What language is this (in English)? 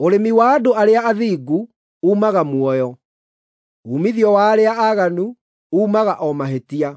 Kikuyu